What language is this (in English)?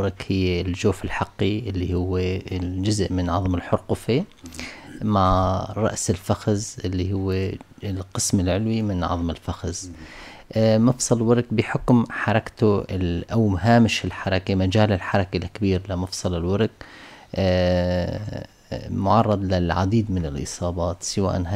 North Levantine Arabic